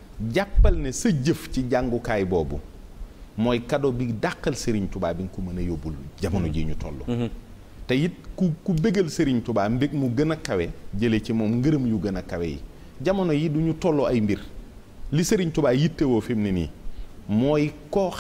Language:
Wolof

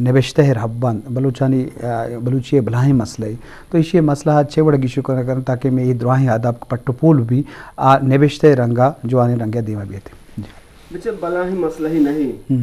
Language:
Eastern Balochi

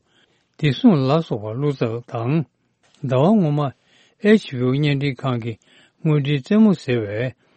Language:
Tibetan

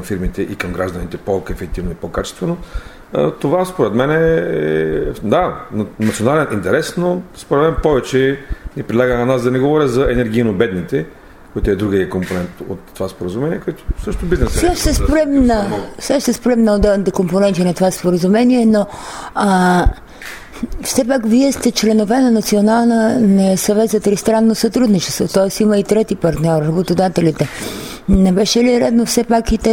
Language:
Bulgarian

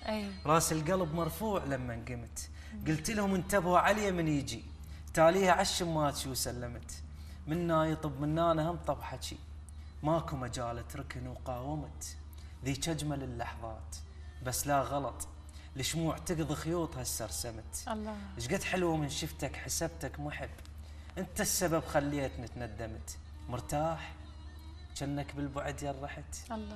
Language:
Mesopotamian Arabic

